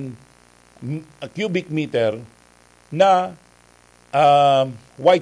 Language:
Bikol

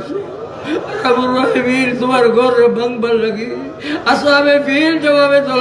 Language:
Sylheti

